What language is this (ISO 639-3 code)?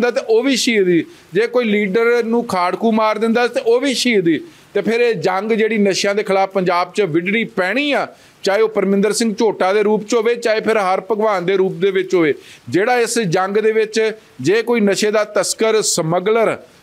pan